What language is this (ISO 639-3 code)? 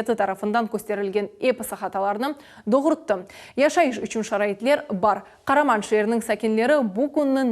crh